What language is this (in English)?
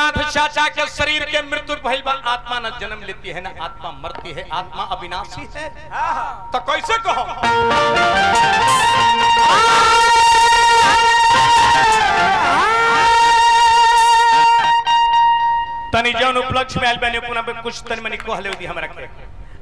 Bhojpuri